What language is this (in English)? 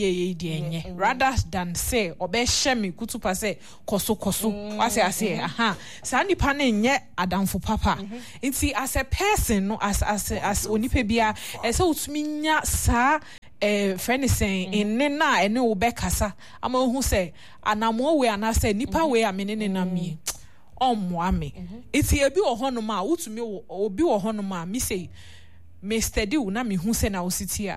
Akan